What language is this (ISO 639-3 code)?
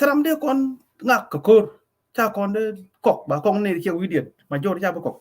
nus